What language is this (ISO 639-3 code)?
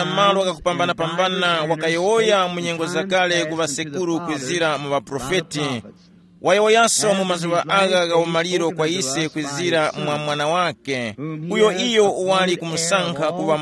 tum